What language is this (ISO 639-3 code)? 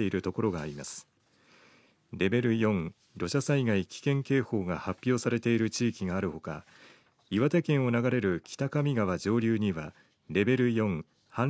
jpn